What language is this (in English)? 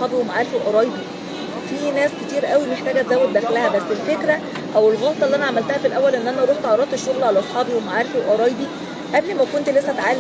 Egyptian Arabic